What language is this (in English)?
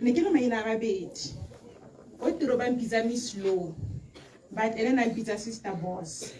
Tswana